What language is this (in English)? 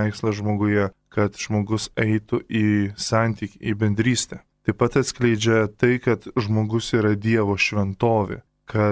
Lithuanian